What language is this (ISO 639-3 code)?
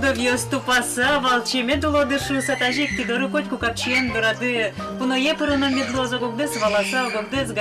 udm